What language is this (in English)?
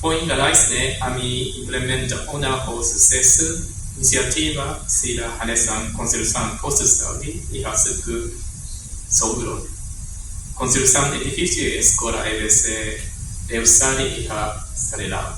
Tetum